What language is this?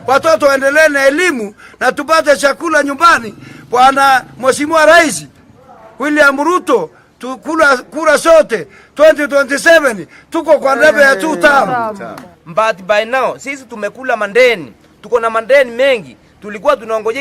Meru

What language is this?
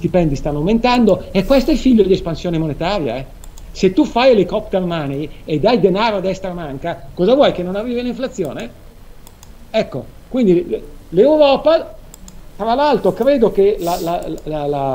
Italian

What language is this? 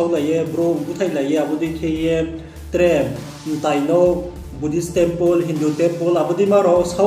Riang (India)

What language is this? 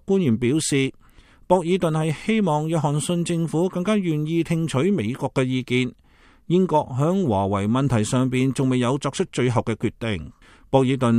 Cantonese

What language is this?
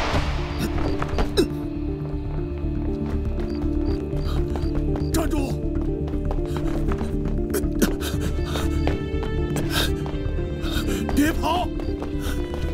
Chinese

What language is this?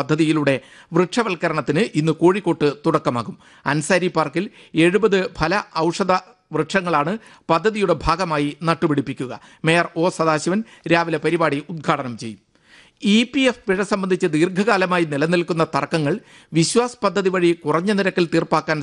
Malayalam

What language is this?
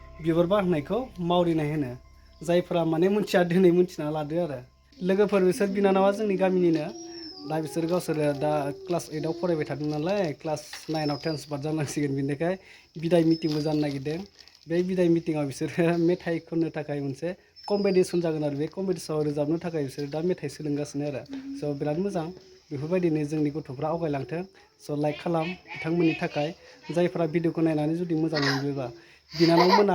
Bodo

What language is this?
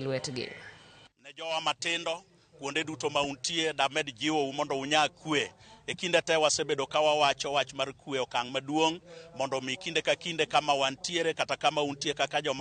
Luo (Kenya and Tanzania)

